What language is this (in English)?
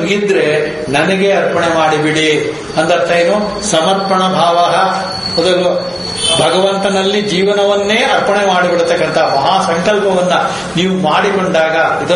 Kannada